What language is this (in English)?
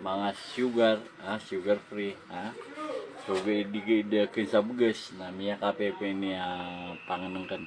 Maranao